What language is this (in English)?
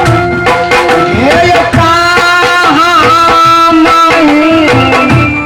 Maithili